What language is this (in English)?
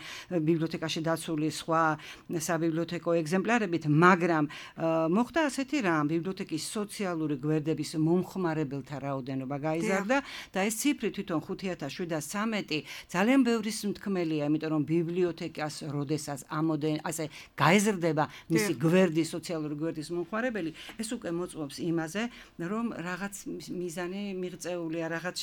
Georgian